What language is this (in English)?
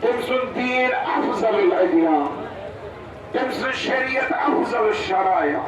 Kashmiri